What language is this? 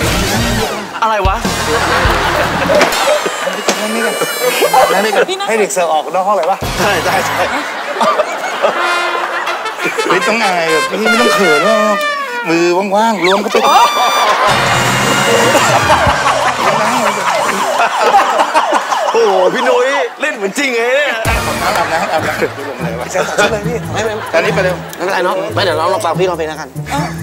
Thai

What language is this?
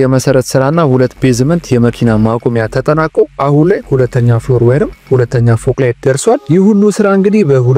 Amharic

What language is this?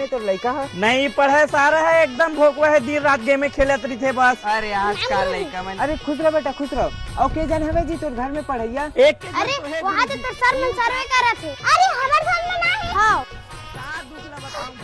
Chhattisgarhi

